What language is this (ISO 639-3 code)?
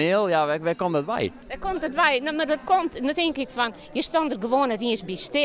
fry